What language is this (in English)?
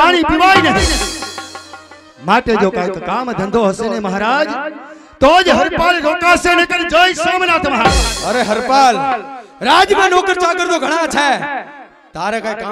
Gujarati